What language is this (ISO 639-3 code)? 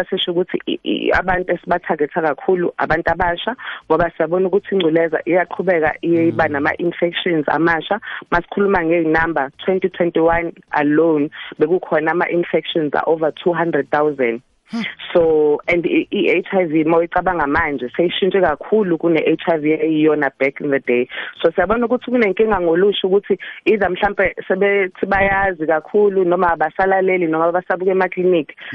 nbl